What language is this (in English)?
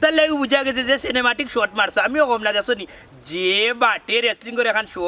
Sylheti